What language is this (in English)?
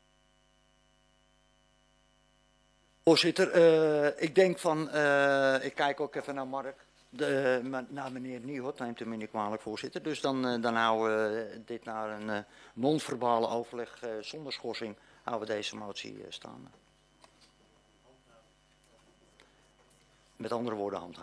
Dutch